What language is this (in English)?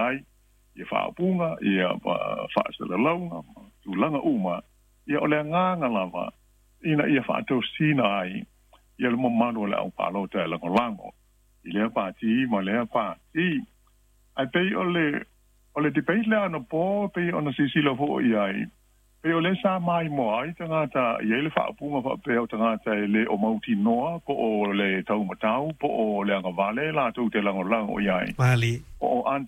Samoan